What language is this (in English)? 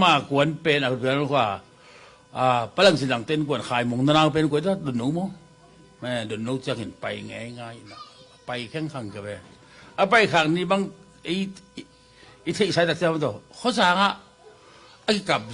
Tedim Chin